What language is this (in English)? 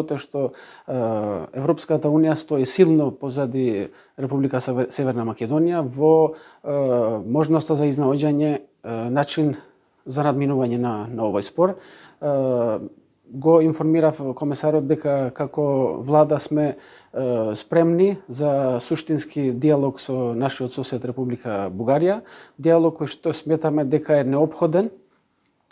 Macedonian